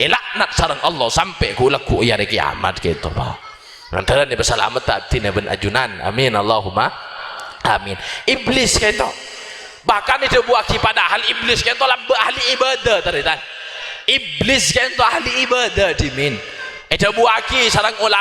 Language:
Madurese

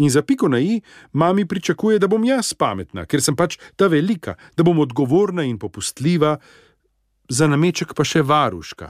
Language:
Slovenian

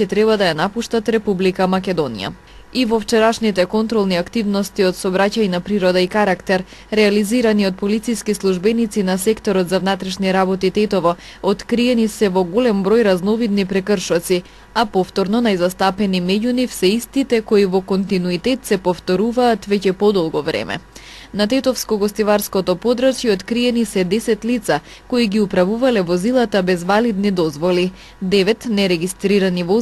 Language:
Macedonian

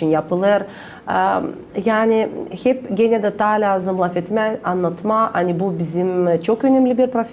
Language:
Gagauz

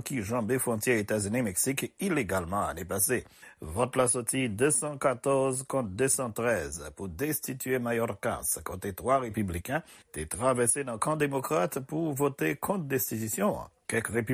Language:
Haitian Creole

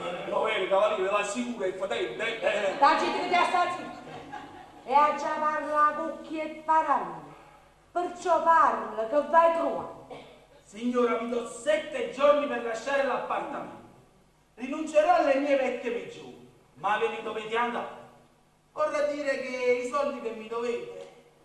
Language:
Neapolitan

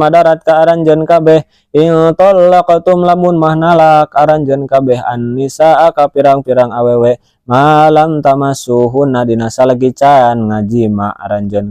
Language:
Sundanese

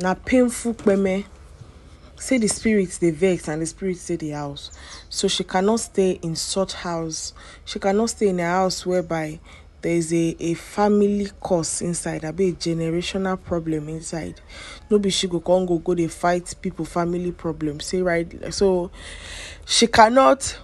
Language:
Nigerian Pidgin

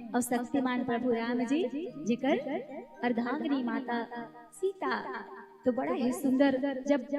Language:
Chhattisgarhi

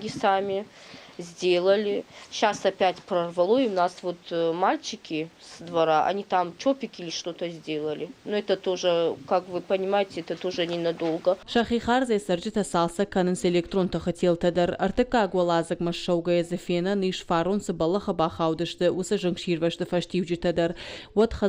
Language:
Ossetic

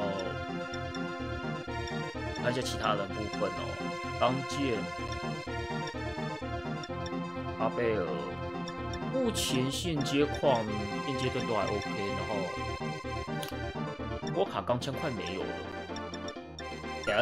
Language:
Chinese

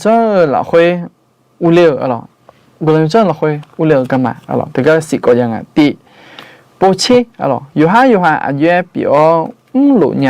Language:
Akha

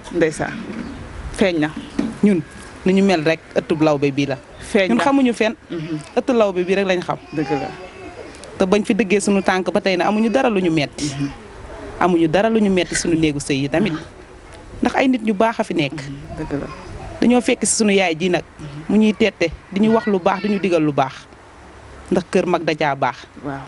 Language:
Wolof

